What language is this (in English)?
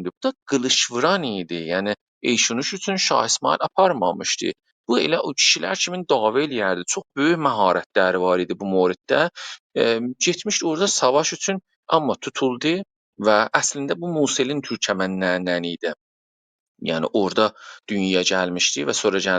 South Azerbaijani